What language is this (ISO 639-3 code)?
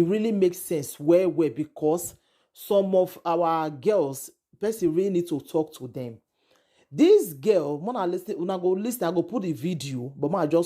pcm